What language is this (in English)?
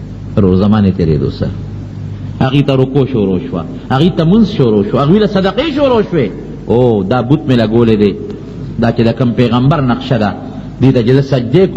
Pashto